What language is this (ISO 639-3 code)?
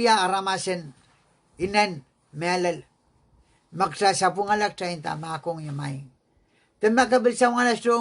pon